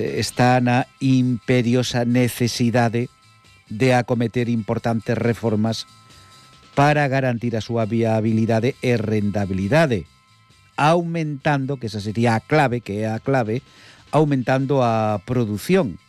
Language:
Galician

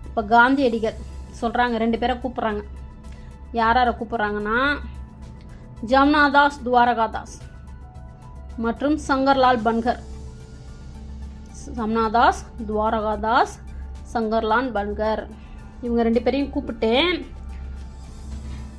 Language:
Tamil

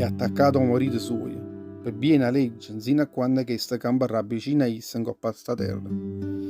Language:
Neapolitan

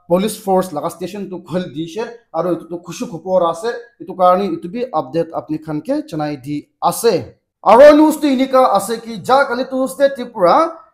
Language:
Naga Pidgin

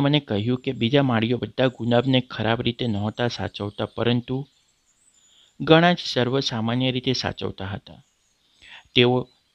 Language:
Gujarati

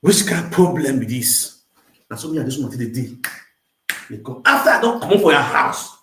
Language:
Nigerian Pidgin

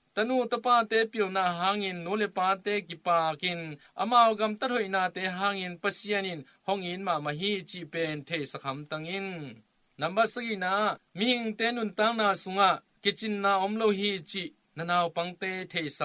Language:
Tedim Chin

